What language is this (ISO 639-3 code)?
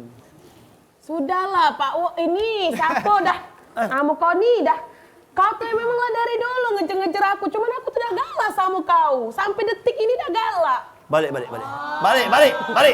mui